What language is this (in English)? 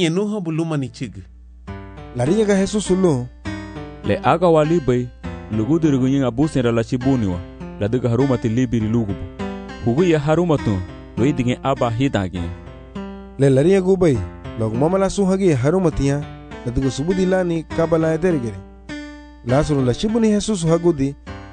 Garifuna